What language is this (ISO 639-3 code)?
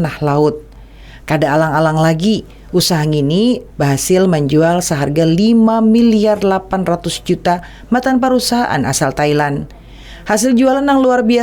bjn